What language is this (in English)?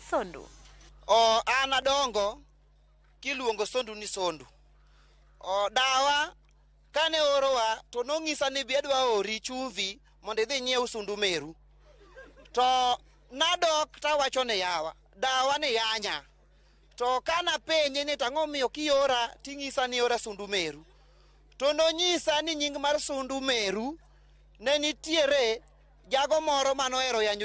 Luo (Kenya and Tanzania)